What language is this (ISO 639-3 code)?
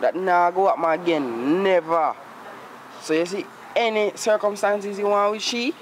jam